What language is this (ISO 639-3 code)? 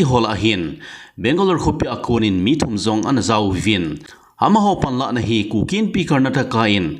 tcz